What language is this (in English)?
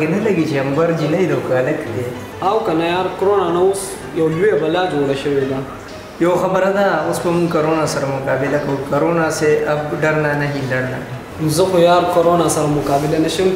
Pashto